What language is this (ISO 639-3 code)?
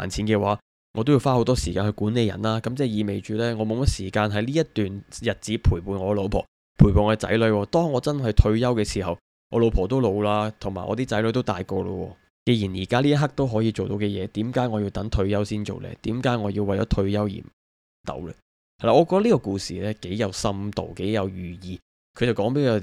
yue